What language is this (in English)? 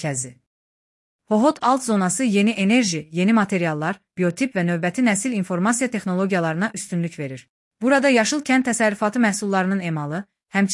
Azerbaijani